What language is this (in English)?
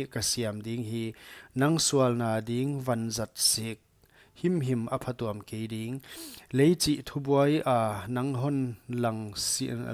Paite Chin